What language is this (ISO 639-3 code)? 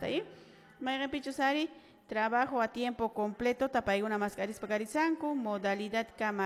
que